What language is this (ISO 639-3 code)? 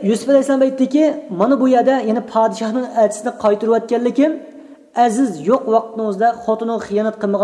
uig